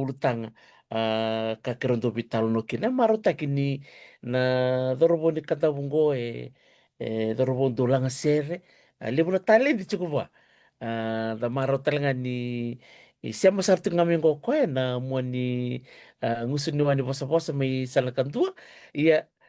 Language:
Fijian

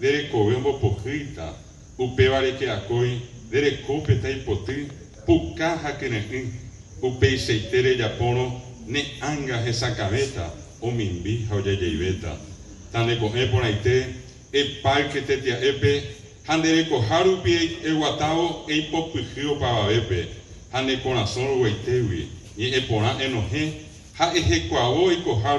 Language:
Guarani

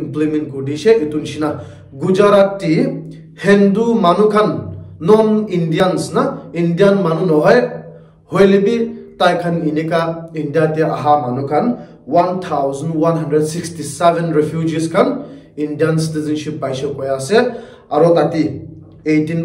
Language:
Naga Pidgin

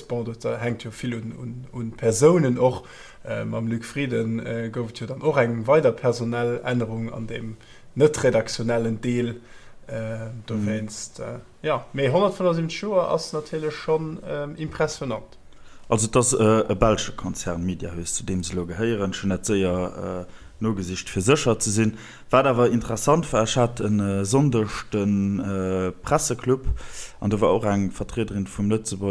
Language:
Luxembourgish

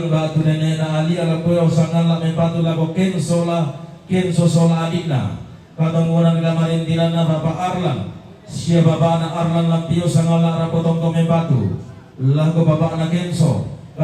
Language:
Toraja-Sa'dan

